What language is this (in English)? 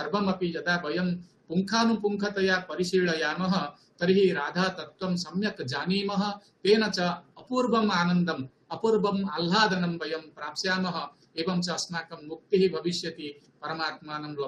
Sanskrit